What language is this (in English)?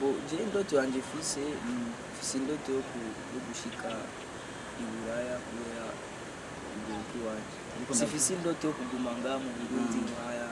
Rundi